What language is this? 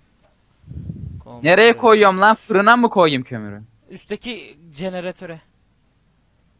Turkish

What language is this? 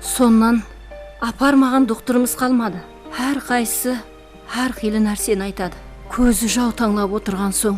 Kara-Kalpak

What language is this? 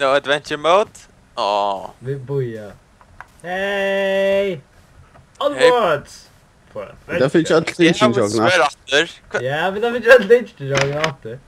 Faroese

